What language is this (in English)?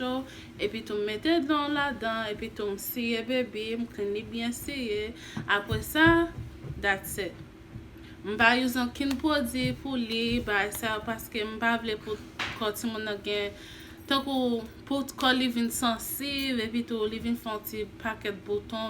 Haitian Creole